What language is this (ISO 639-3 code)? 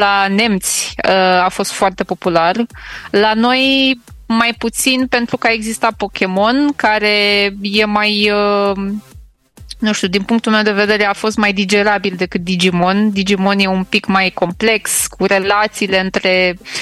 ron